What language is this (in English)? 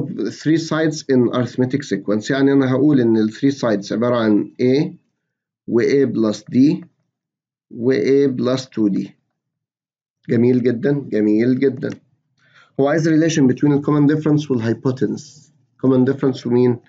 Egyptian Arabic